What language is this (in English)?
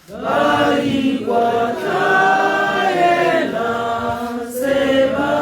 Tswana